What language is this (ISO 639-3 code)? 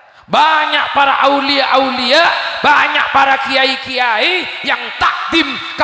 mad